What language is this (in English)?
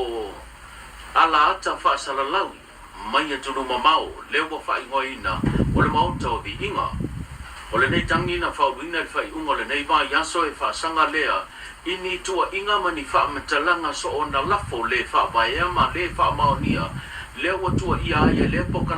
Samoan